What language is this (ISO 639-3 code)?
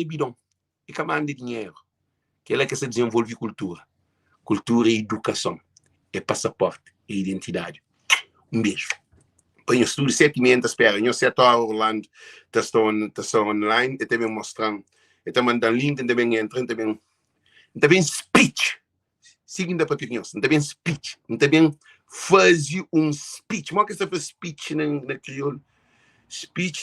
kea